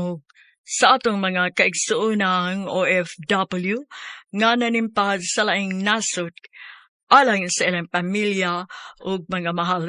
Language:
Cebuano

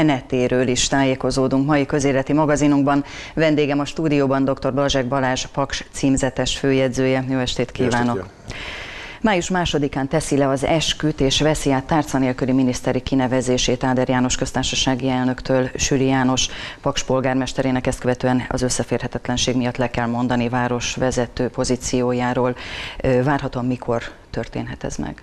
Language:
Hungarian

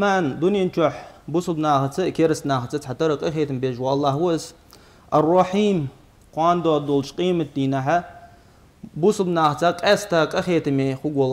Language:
Ingush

